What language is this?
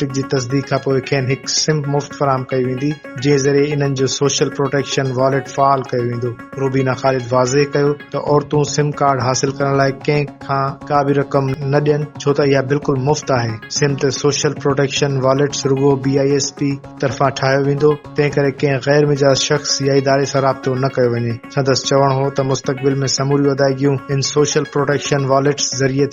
Sindhi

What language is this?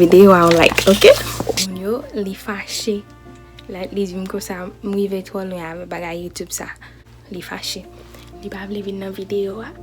Haitian Creole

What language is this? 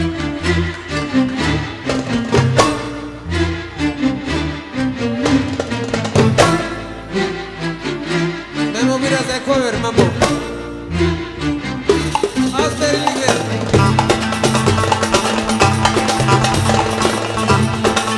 Turkish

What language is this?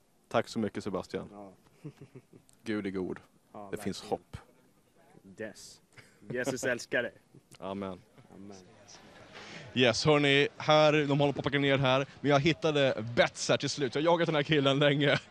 Swedish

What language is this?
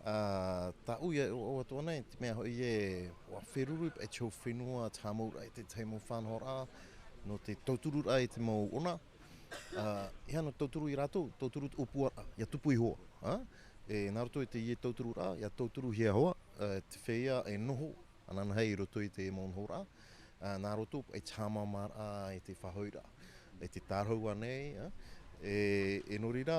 Tahitian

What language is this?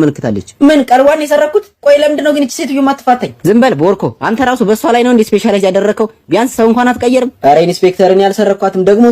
Amharic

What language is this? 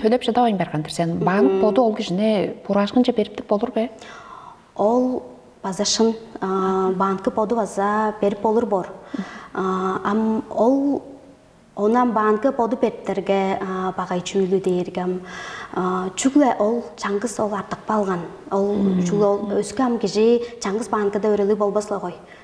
Tuvinian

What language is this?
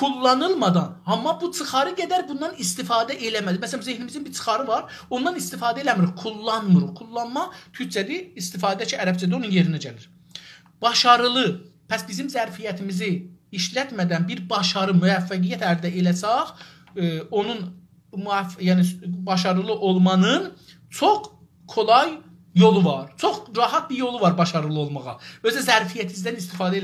South Azerbaijani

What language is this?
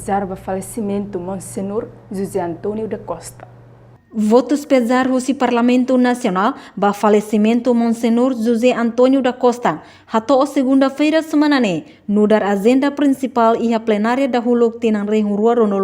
Tetum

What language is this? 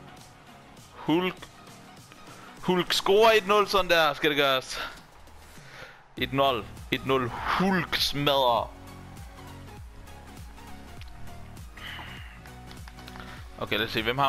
Danish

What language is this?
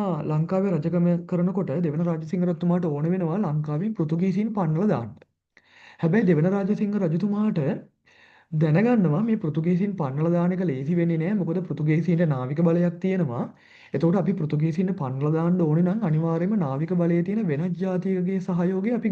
Sinhala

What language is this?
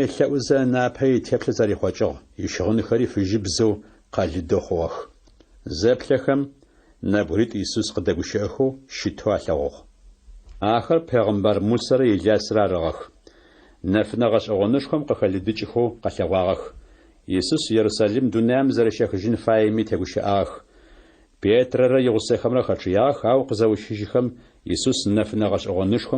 Adyghe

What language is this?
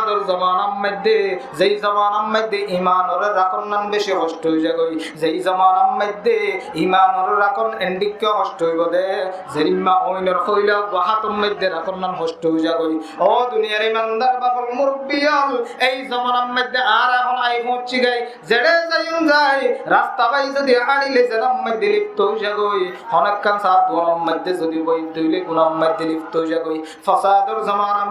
Rohingya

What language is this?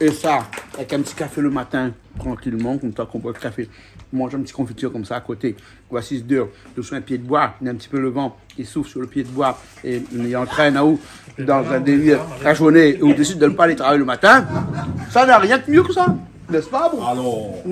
Réunion Creole French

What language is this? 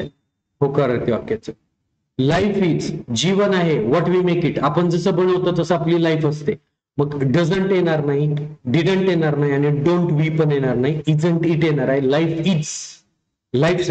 Marathi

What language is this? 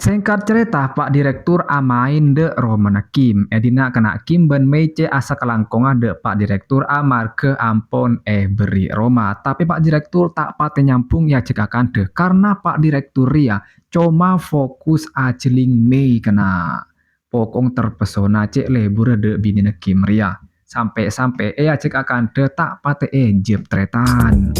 Madurese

